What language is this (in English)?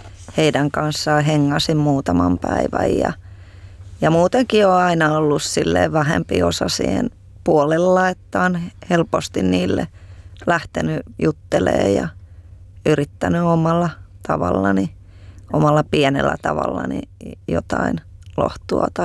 Finnish